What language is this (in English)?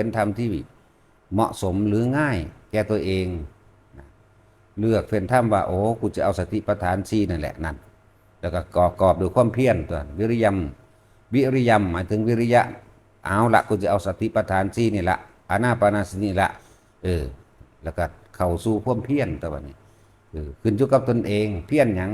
Northeastern Thai